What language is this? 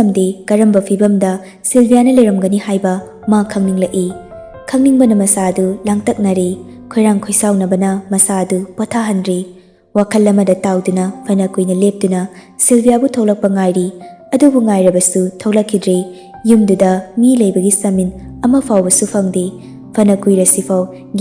Manipuri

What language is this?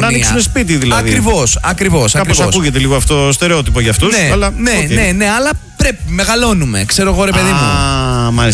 Greek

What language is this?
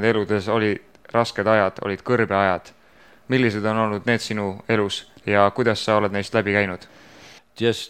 Estonian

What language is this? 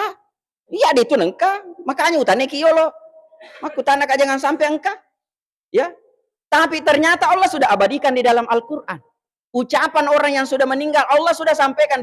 Buginese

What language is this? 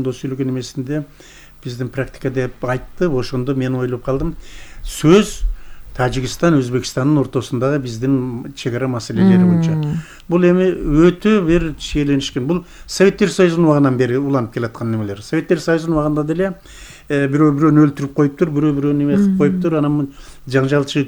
Kyrgyz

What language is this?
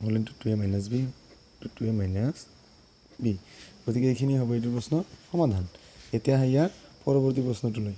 Assamese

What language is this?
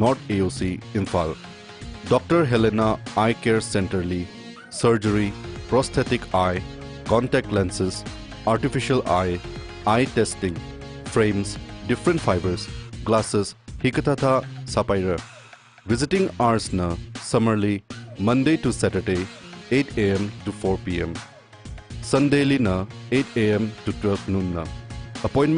Tangkhul Naga (India)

